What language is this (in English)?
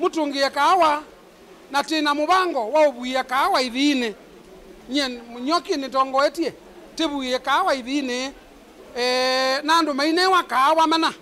Kamba